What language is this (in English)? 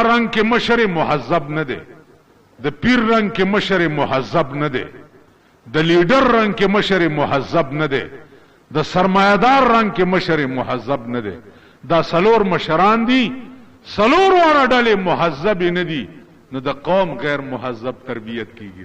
Pashto